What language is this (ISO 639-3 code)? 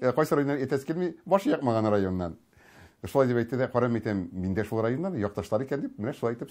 tat